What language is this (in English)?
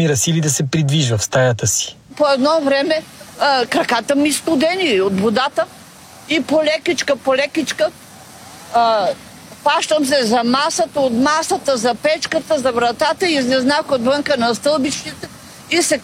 Bulgarian